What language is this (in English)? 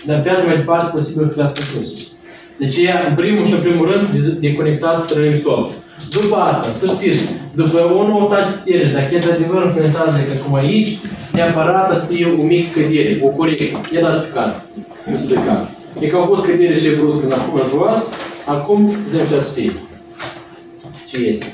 Romanian